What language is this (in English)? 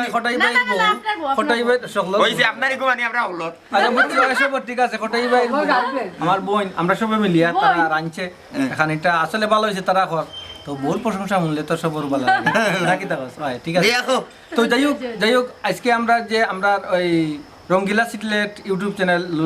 Sylheti